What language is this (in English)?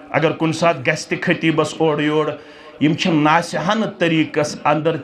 Kashmiri